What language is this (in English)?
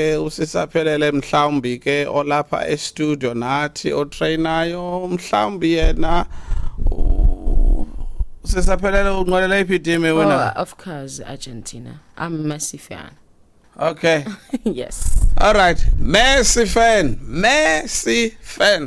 Xhosa